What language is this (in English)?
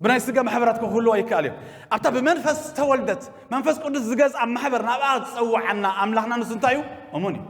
Tigrinya